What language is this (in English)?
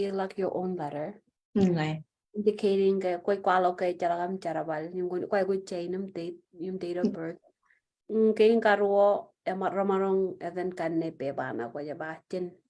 Marshallese